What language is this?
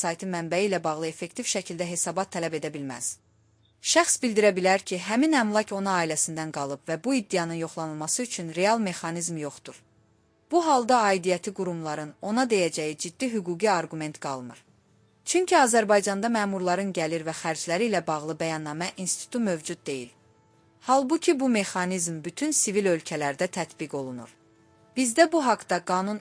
Azerbaijani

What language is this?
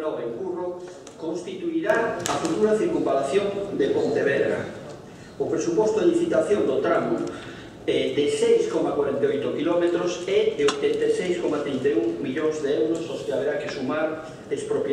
Galician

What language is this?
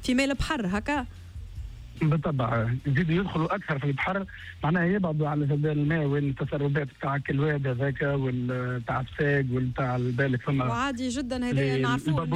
Tunisian Arabic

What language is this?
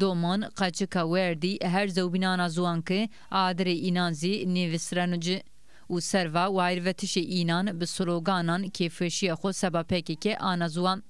Zaza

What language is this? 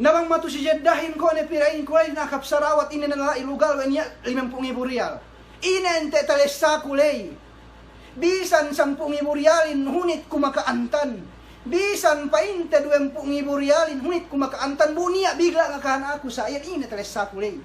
Yakan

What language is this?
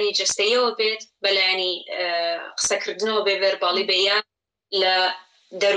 Central Kurdish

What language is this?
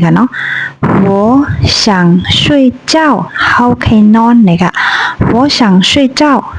Shan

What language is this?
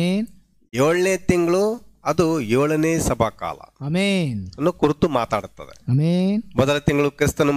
Kannada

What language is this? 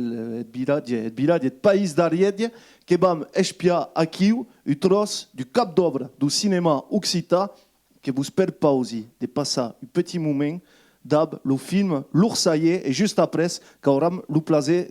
Occitan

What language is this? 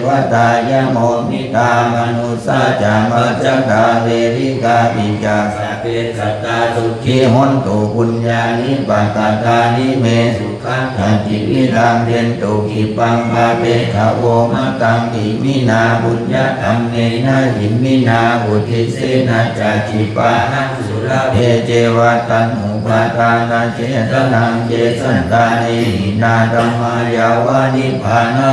Pali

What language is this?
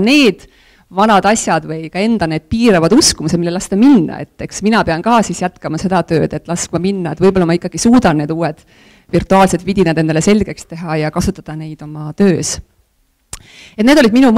Estonian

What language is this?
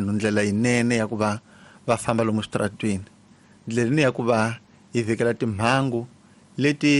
Tsonga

